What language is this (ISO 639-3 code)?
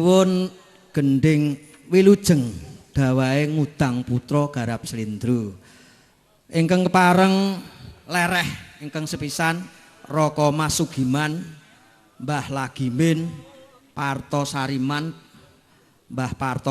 jav